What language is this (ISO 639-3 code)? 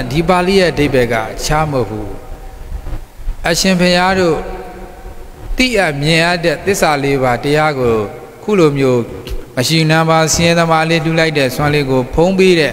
mya